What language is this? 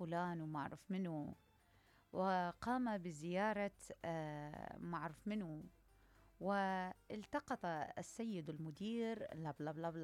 Mesopotamian Arabic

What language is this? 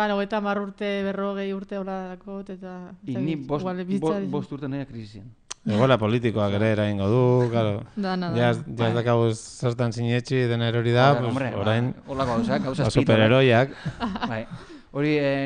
Basque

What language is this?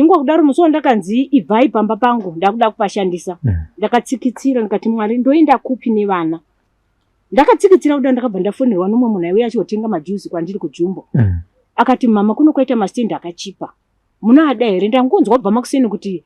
Shona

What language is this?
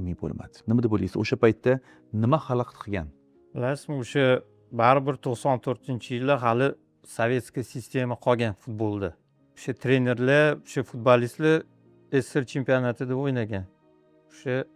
Uzbek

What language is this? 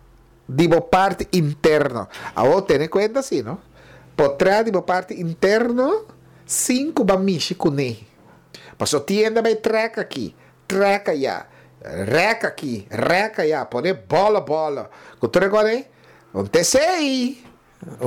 Papiamento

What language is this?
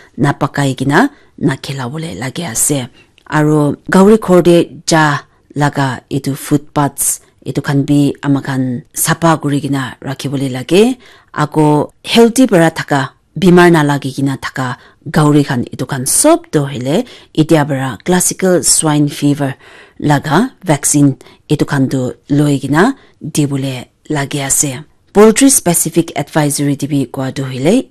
Naga Pidgin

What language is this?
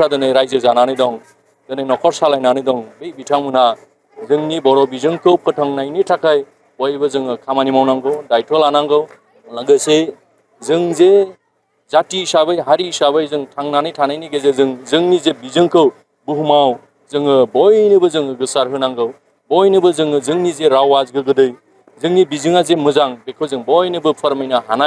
Bodo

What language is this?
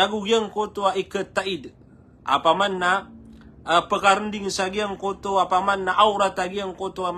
Maranao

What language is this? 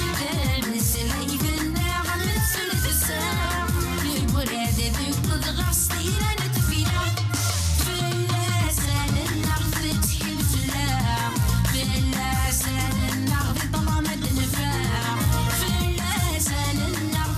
Kabyle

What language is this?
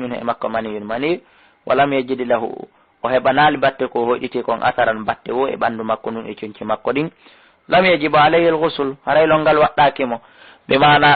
Fula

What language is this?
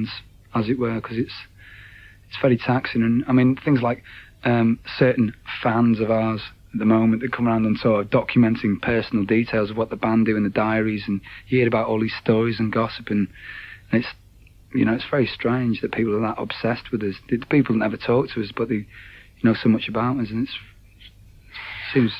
English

